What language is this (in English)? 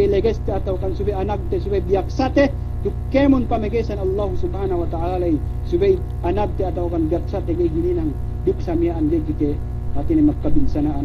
Yakan